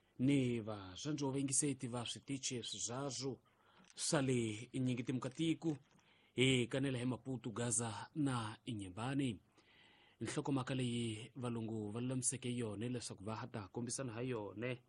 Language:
Tsonga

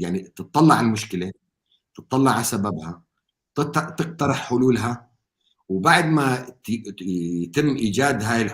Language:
North Levantine Arabic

